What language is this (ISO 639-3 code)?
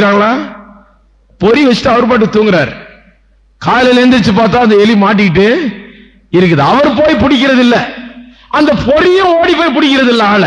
tam